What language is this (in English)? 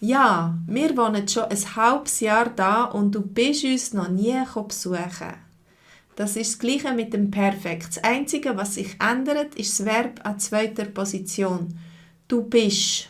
Swiss German